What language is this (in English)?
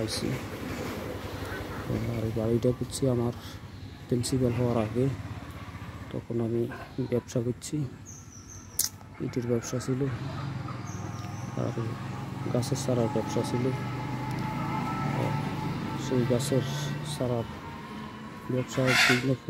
Bangla